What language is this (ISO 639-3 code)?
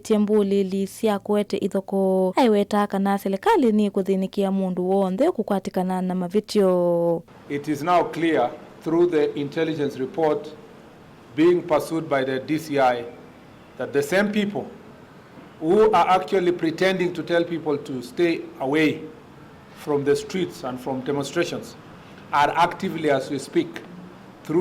kam